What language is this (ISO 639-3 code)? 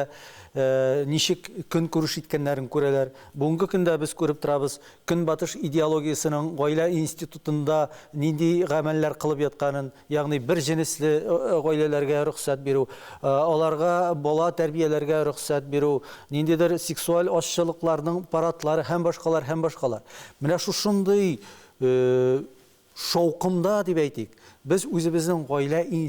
tat